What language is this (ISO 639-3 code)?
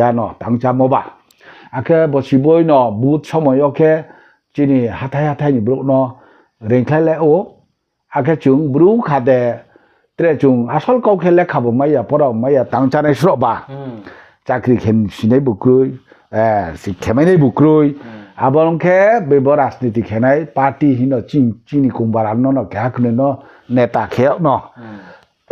ria